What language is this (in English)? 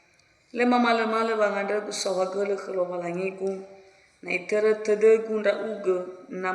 Nias